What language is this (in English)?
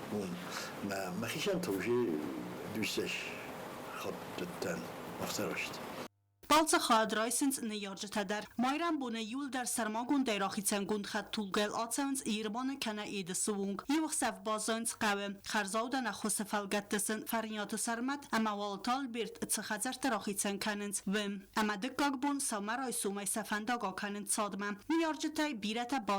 Ossetic